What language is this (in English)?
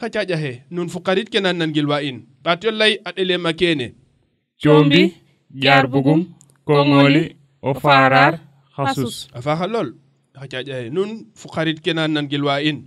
Serer